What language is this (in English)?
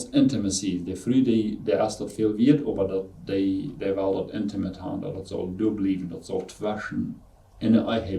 Plautdietsch